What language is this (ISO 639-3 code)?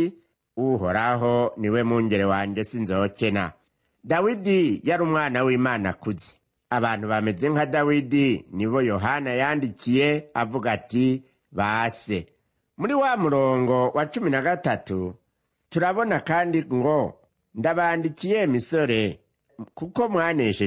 run